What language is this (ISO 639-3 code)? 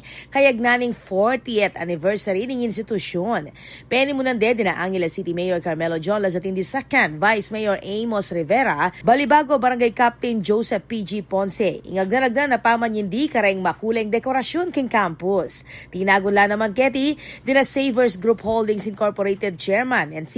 pam